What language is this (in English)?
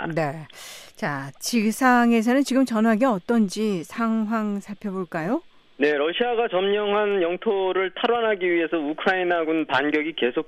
Korean